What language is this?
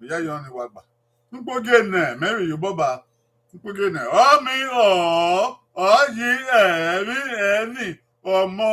Bini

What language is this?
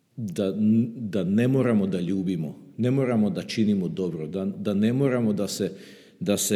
Serbian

